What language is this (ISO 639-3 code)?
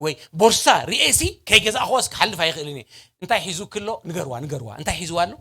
tir